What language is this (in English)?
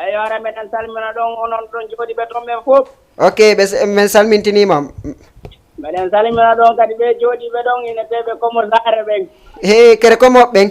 Fula